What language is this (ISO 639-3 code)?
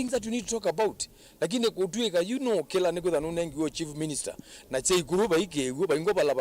kam